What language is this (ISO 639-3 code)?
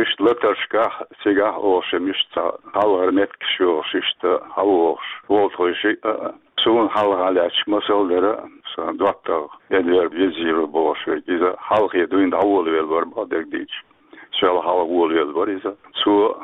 che